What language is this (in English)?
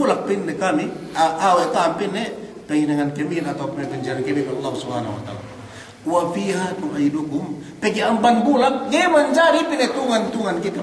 Yakan